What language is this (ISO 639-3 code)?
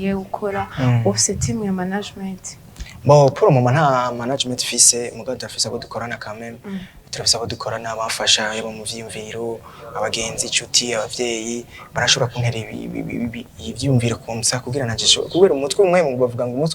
run